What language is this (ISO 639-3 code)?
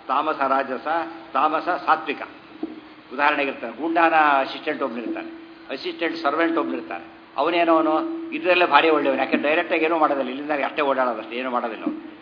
kan